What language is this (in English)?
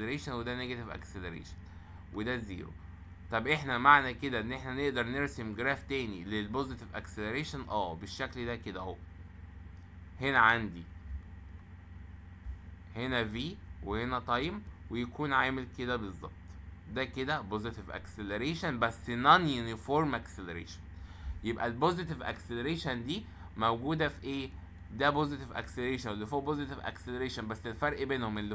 Egyptian Arabic